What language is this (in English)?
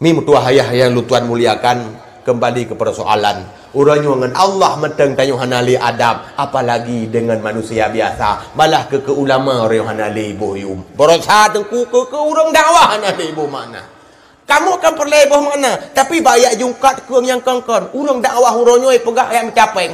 Achinese